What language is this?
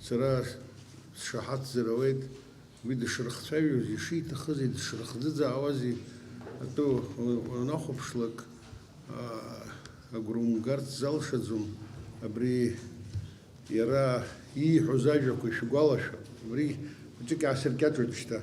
Abkhazian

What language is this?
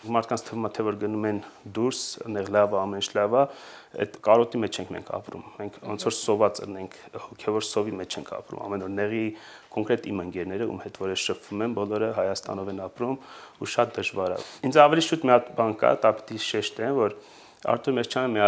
Armenian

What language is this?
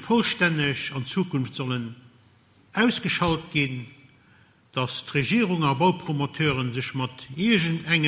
Luxembourgish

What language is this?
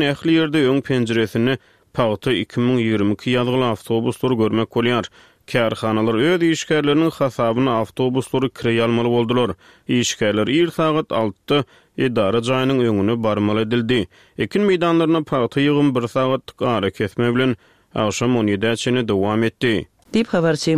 Turkmen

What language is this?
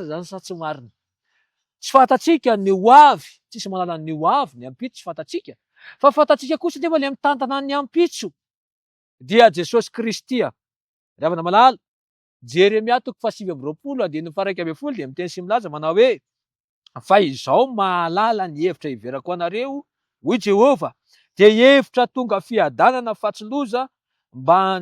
Malagasy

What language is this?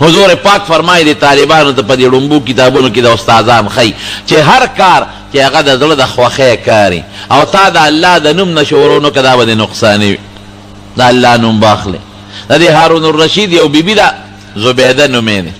Pashto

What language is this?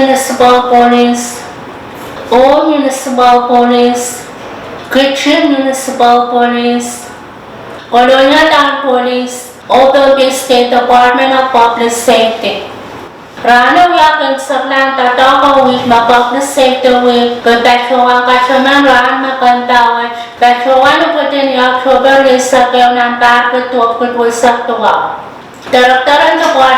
Pohnpeian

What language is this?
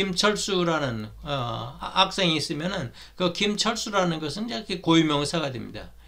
Korean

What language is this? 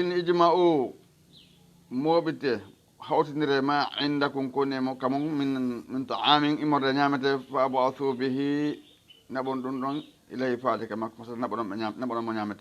Fula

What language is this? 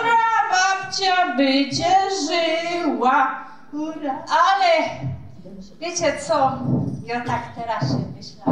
Silesian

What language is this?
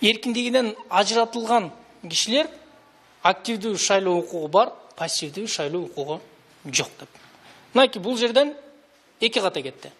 Kyrgyz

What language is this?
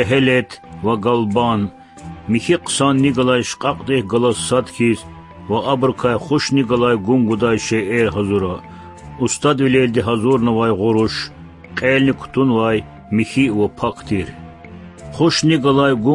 Lezghian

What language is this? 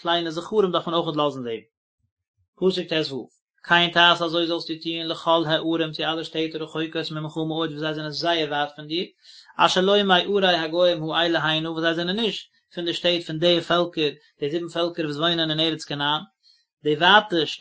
Yiddish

